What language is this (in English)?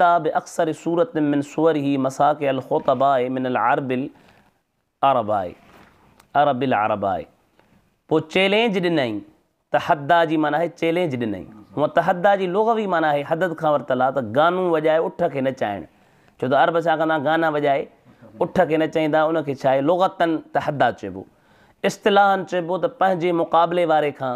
Sindhi